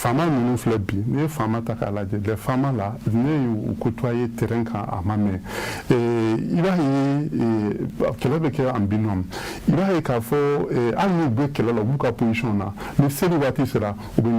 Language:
Bambara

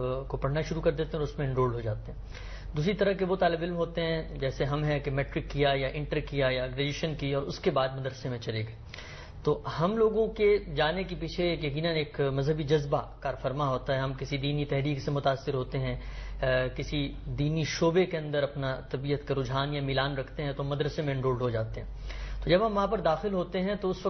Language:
Urdu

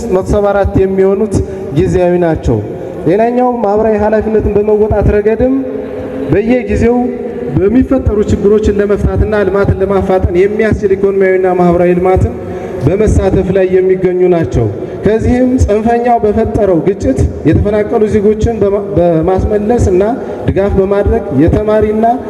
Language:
Amharic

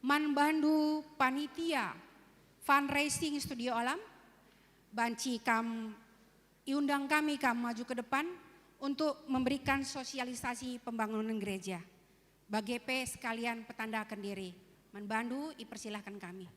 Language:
Batak Karo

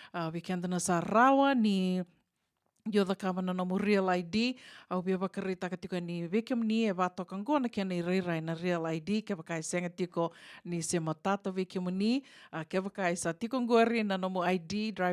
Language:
Fijian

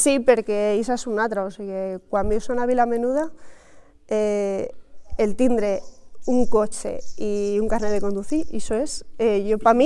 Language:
Catalan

